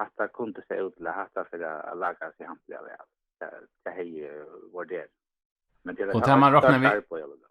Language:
Faroese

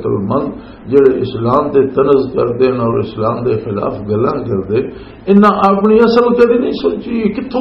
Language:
Western Panjabi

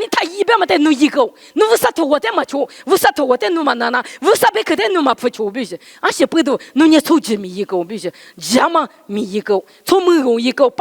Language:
Lisu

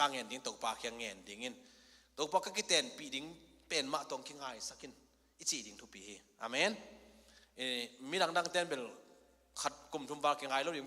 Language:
Tedim Chin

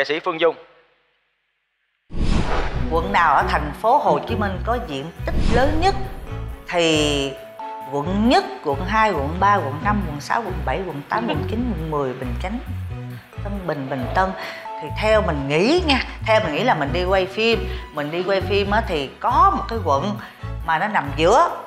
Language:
Vietnamese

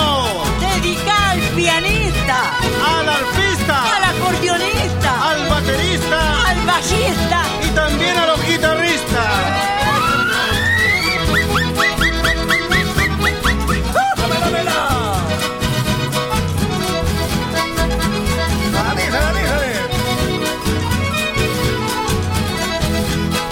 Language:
Spanish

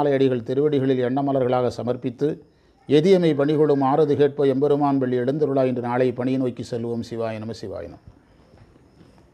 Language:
Tamil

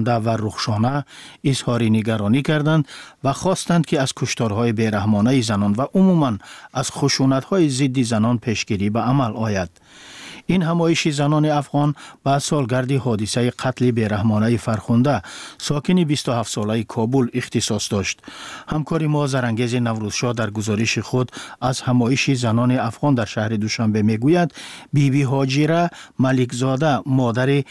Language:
Persian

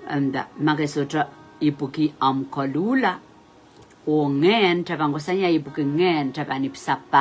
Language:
Pohnpeian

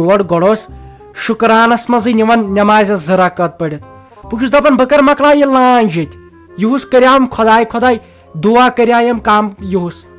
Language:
Kashmiri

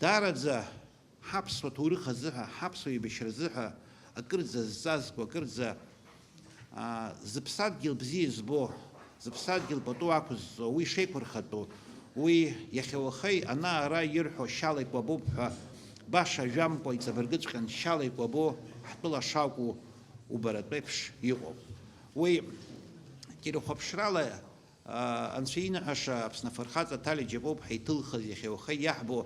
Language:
Abkhazian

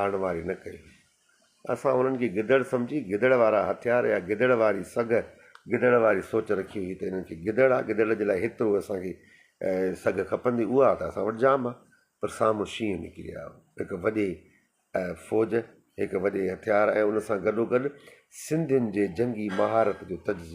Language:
Sindhi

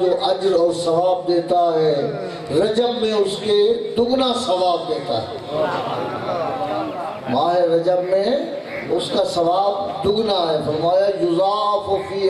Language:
Urdu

